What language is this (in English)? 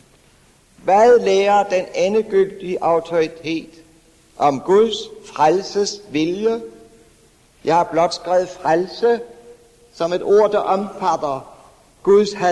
Danish